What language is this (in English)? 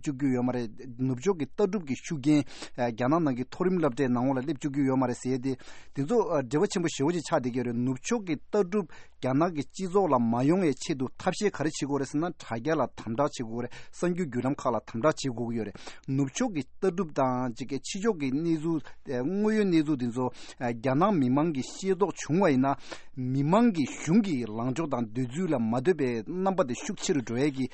Tibetan